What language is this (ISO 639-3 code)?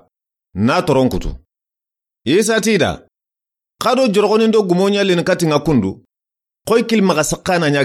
snk